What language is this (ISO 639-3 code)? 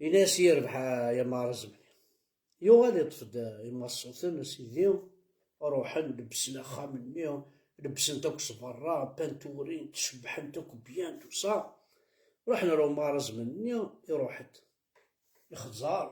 kab